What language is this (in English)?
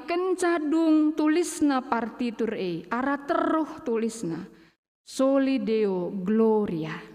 Batak Karo